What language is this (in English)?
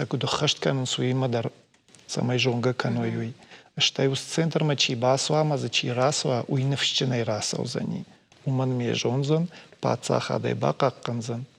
Ossetic